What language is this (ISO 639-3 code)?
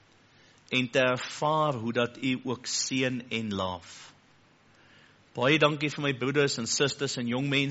afr